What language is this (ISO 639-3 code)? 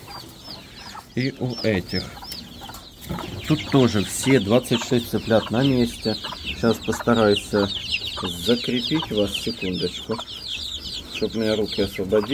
rus